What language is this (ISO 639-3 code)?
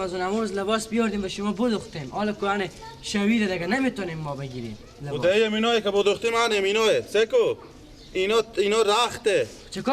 fas